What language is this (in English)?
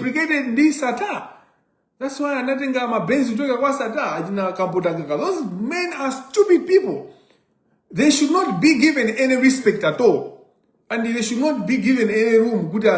Nyanja